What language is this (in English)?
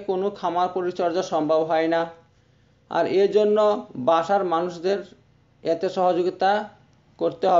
Bangla